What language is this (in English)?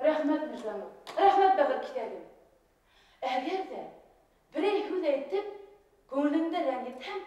Bashkir